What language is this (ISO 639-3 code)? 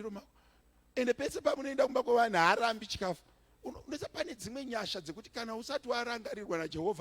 sna